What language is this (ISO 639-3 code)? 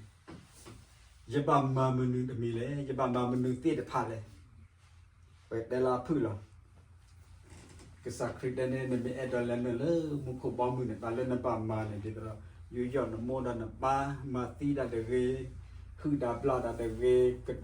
ksw